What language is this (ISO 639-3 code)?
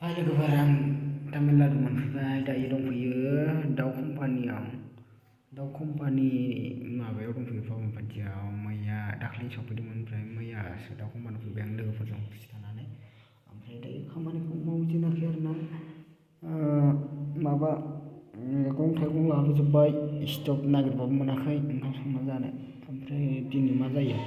brx